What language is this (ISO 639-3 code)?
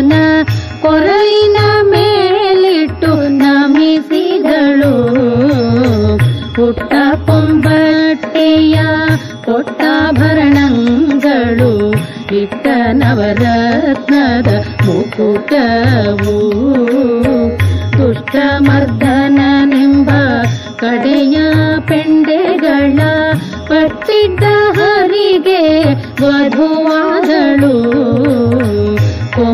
kan